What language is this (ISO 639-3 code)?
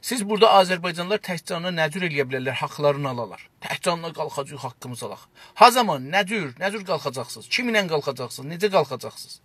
azb